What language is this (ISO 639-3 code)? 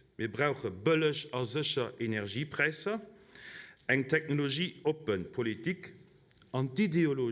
ltz